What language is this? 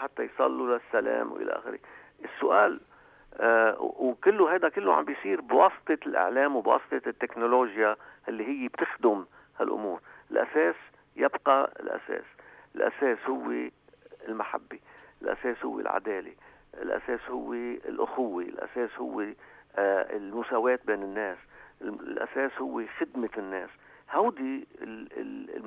North Levantine Arabic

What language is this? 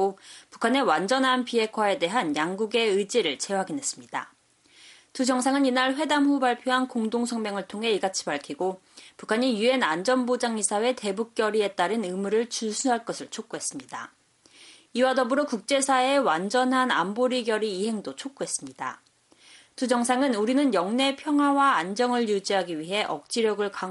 Korean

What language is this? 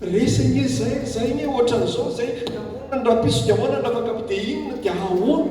Malagasy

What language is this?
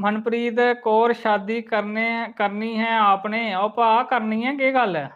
Dogri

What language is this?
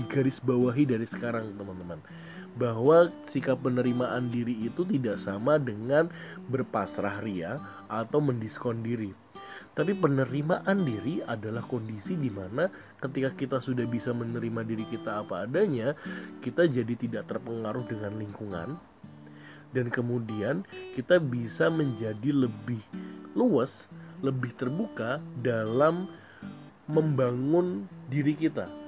Indonesian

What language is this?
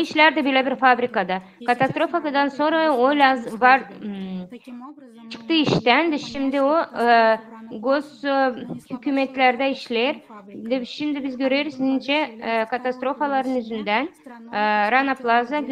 Gagauz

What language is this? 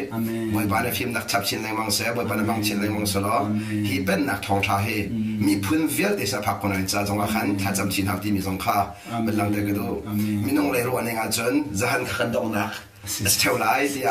Hakha Chin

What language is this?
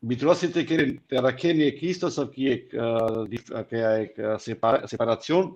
Balkan Romani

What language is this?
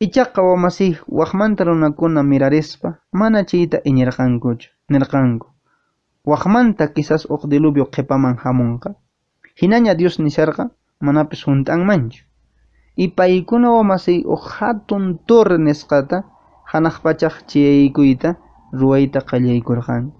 Quechua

